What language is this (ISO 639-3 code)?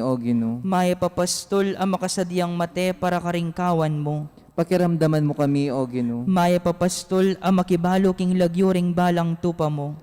pam